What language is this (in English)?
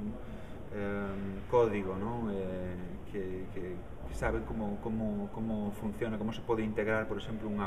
Galician